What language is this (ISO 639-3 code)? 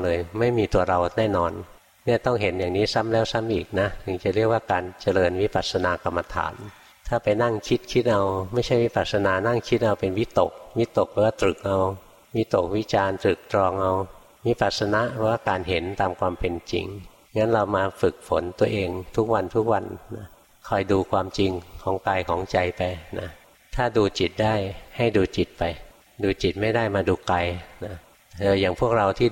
tha